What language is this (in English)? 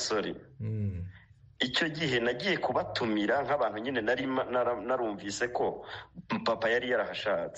Kinyarwanda